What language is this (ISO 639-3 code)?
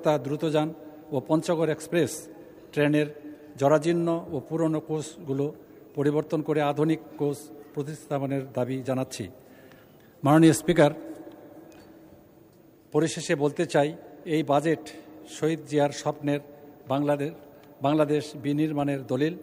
ben